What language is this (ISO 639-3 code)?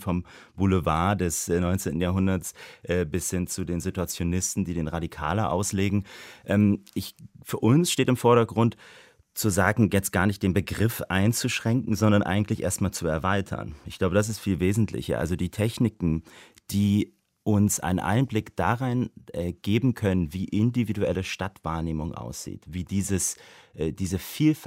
deu